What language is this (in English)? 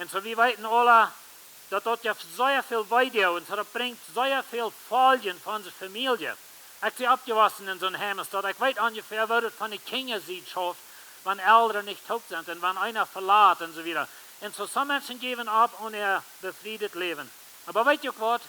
Plautdietsch